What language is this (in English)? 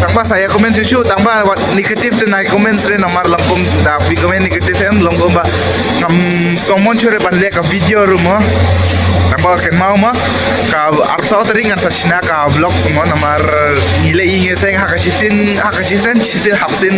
Khasi